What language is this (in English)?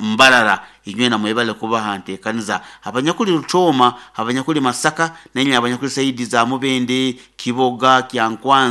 Nyoro